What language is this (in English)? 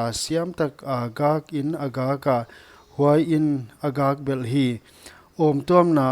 Paite Chin